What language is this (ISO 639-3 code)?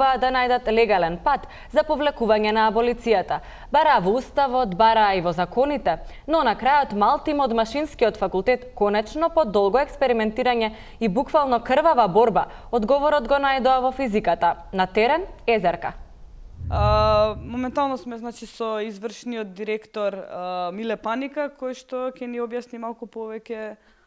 mkd